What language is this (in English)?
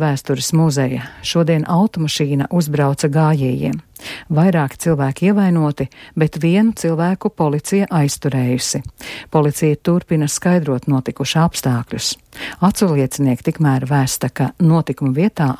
Latvian